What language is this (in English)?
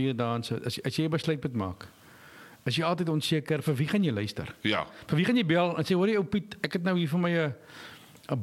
Afrikaans